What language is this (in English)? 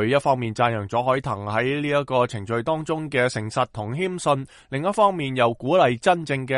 Cantonese